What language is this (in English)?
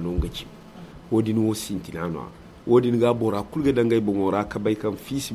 Zarma